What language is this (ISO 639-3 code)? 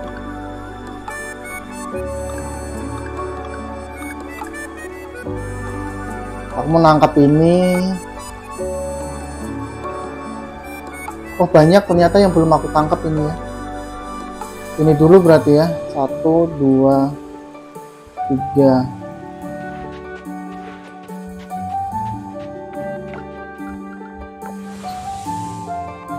ind